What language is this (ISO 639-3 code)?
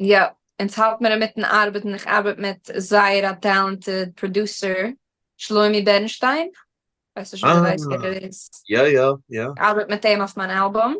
yid